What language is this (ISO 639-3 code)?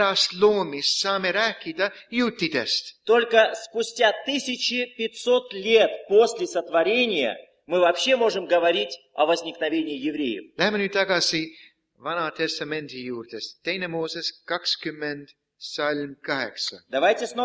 est